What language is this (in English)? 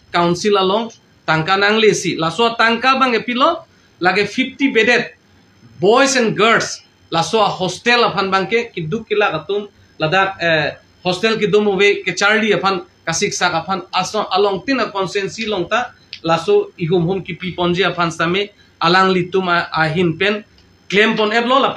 Karbi